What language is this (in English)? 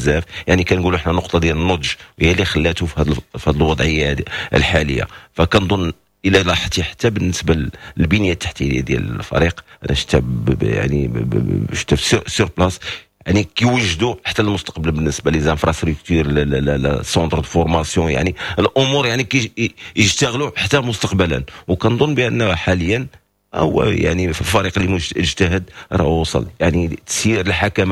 Moroccan Arabic